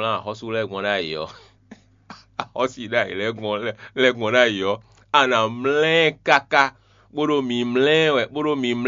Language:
Fon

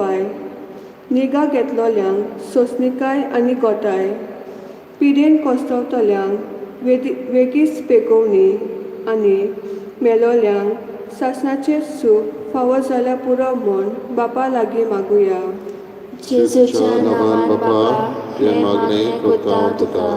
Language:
Konkani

